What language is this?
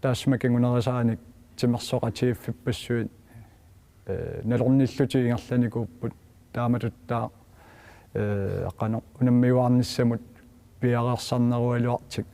Kalaallisut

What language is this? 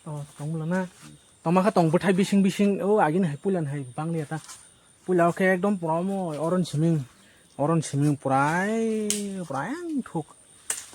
Kok Borok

